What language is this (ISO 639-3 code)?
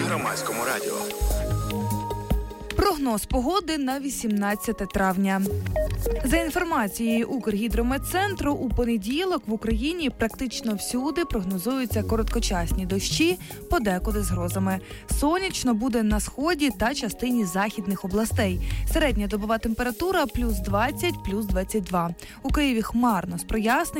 ukr